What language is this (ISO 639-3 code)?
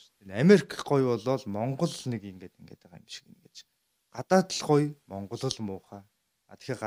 mon